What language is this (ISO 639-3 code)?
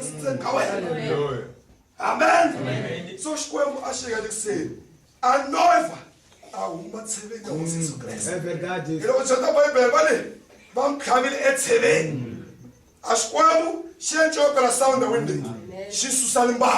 tso